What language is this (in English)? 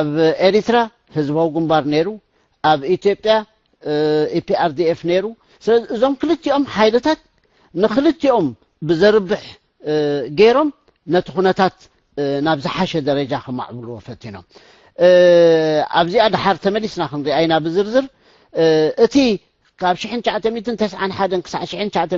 Tigrinya